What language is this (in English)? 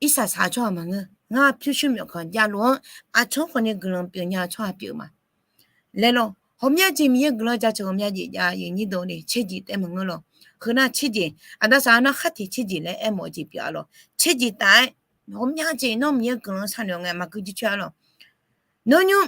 Akha